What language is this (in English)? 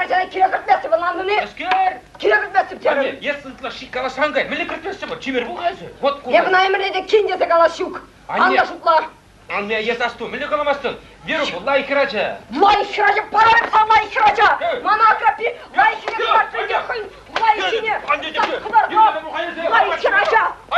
Chuvash